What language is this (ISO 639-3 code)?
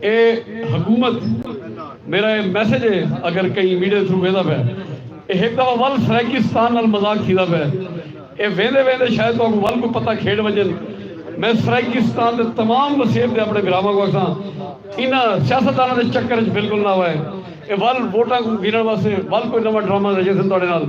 skr